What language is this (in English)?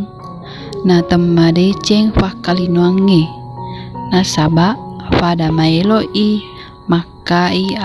Buginese